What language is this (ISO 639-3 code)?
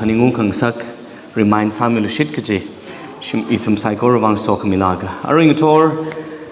nmf